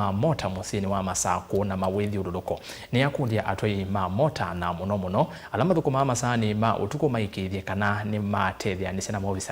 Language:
Kamba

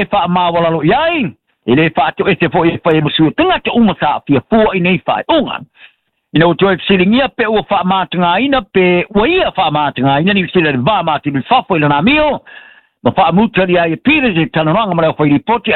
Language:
Samoan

